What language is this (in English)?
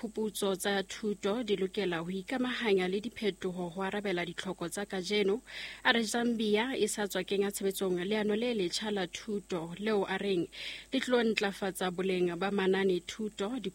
Southern Sotho